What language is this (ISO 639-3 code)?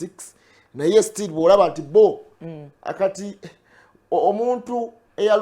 lug